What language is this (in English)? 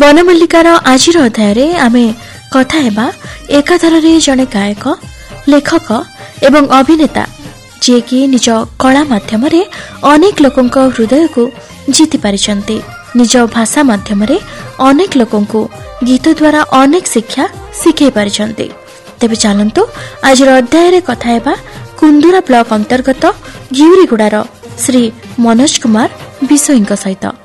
Odia